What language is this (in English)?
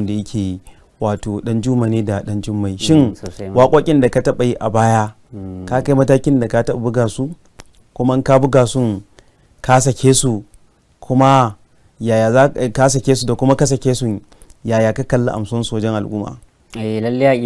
Hausa